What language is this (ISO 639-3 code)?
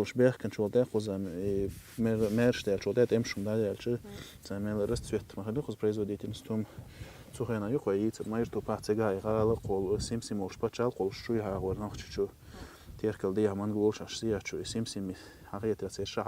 che